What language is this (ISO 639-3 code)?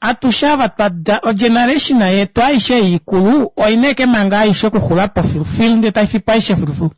kua